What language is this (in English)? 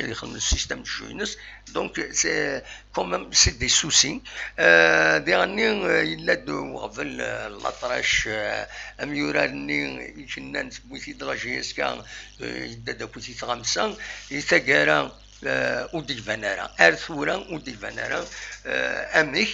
Kabyle